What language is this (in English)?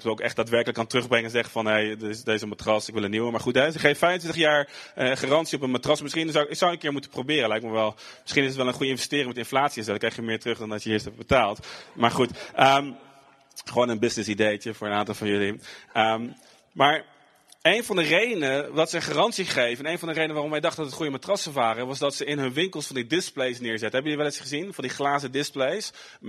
Dutch